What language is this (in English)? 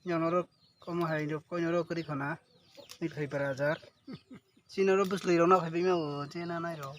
Kok Borok